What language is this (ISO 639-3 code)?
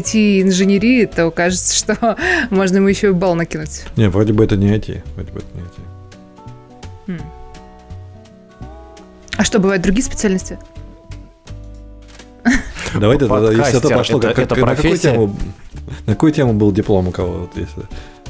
rus